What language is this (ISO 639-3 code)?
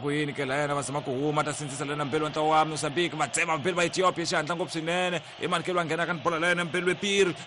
tso